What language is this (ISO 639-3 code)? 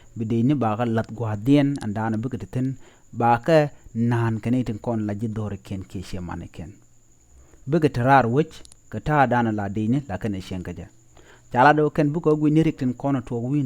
nus